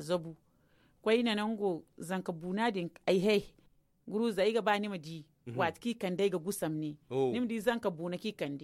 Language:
Zarma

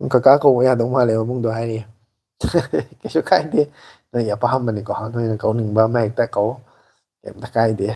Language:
Manipuri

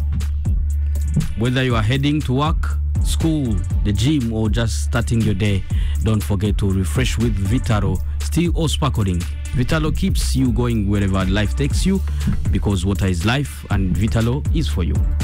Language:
Kinyarwanda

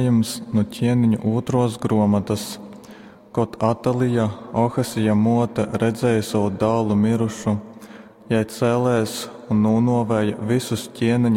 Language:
Latgalian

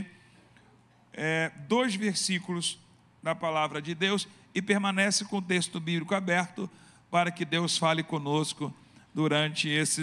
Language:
Portuguese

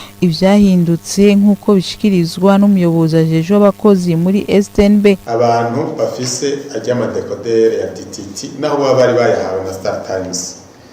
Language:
Rundi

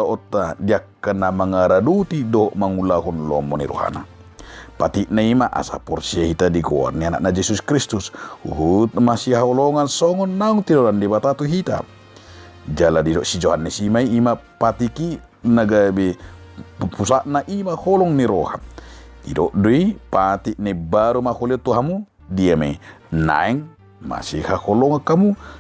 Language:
Batak Toba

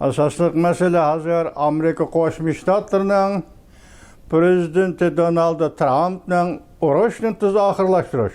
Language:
Uyghur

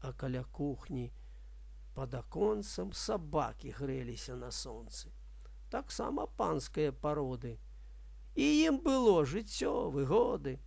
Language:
Belarusian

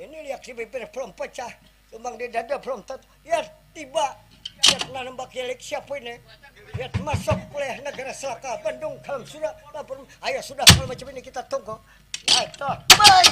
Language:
Banjar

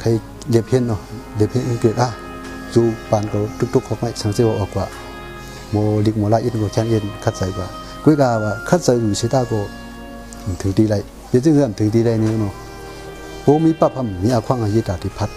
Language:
Shan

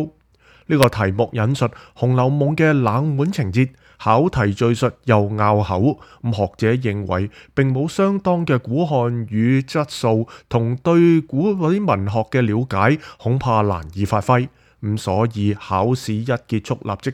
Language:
Cantonese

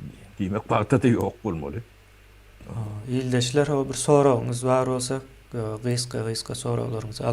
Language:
Turkmen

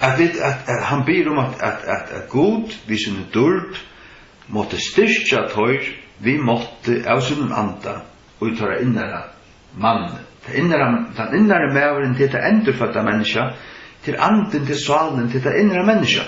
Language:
Faroese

